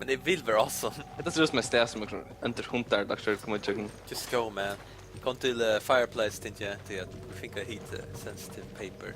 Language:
Faroese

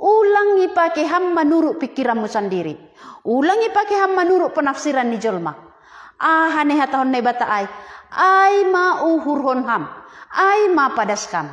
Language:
Batak Simalungun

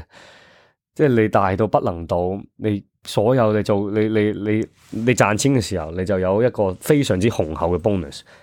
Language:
Cantonese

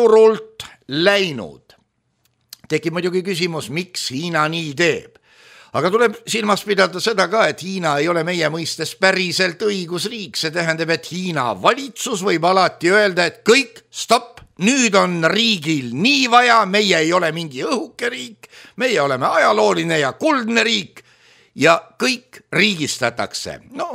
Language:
Estonian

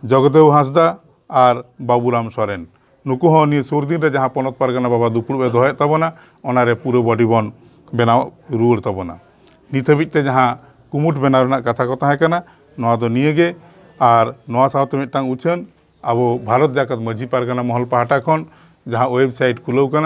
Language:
Santali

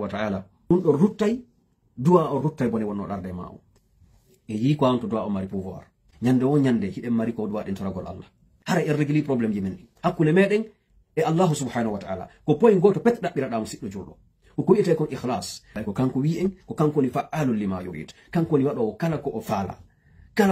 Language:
Pular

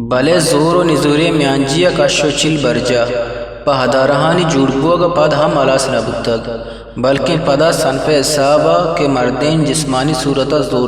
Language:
Eastern Balochi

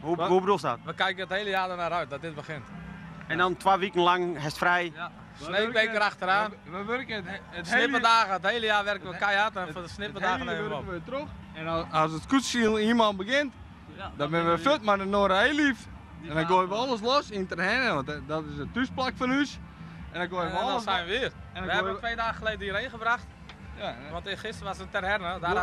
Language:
Western Frisian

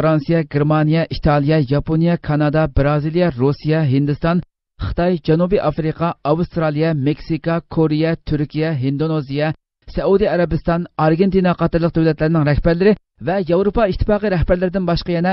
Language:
Uyghur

